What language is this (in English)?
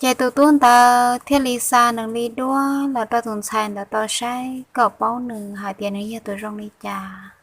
Hmong